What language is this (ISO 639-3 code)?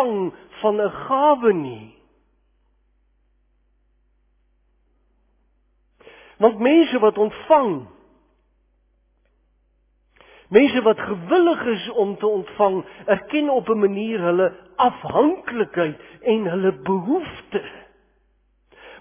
afr